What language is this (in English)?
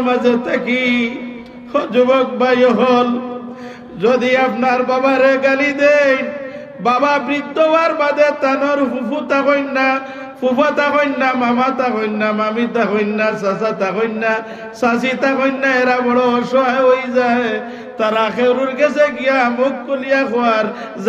Sylheti